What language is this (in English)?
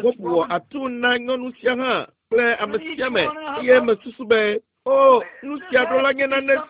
Ewe